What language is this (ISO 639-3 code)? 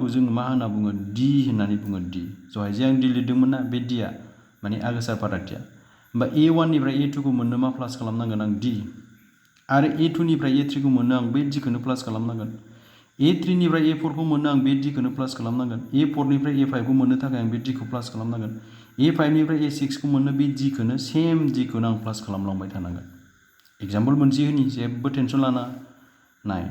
brx